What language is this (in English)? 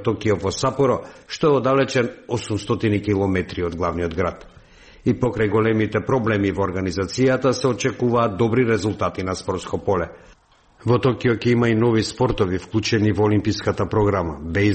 Macedonian